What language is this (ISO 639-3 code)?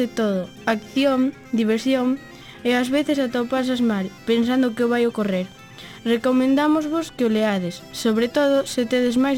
glg